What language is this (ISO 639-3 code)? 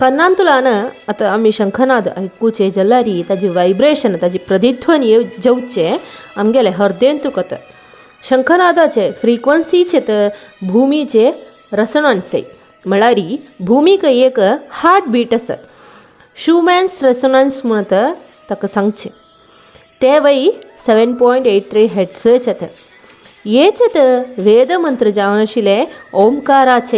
kok